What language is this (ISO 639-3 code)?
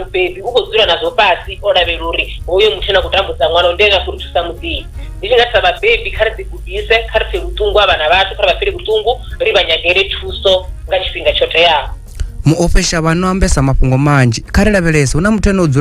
ven